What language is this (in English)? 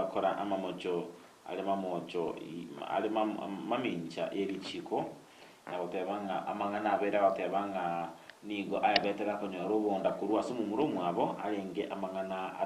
Gusii